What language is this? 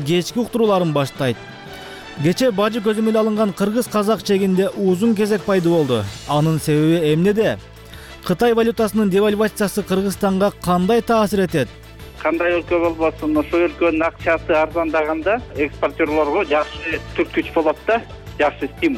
Kyrgyz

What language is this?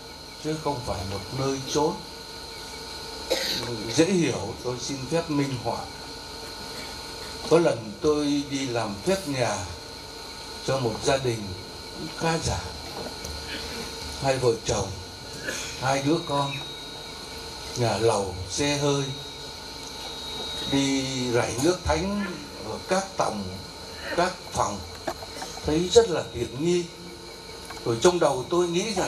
Vietnamese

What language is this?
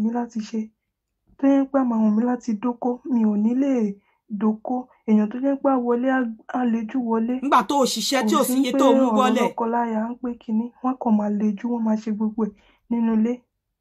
Yoruba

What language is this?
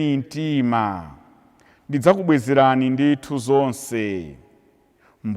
Nyanja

